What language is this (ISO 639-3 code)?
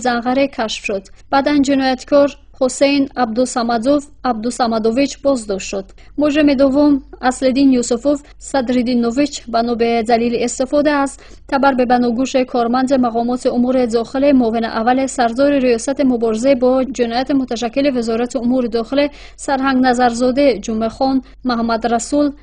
tgk